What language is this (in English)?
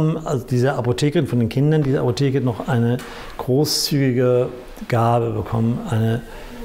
German